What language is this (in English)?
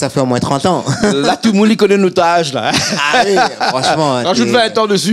Réunion Creole French